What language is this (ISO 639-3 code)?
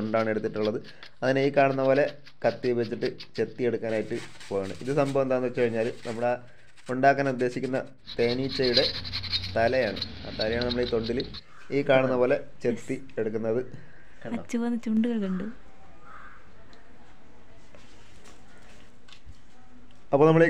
mal